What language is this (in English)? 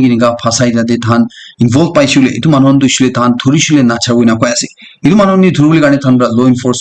Naga Pidgin